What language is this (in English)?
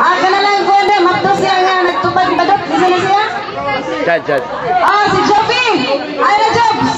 Cebuano